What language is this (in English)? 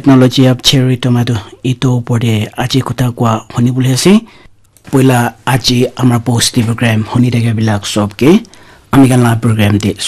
Naga Pidgin